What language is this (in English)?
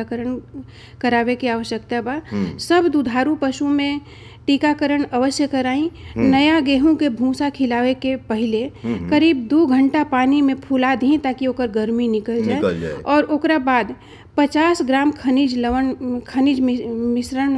Bhojpuri